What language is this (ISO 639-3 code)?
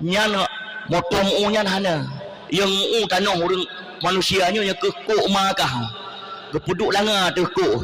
ace